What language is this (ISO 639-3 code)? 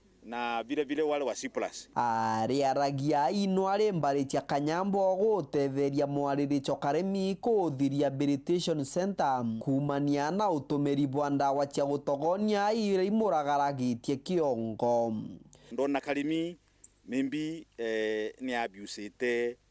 mer